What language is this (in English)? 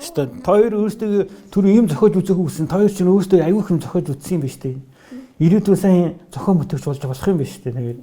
Mongolian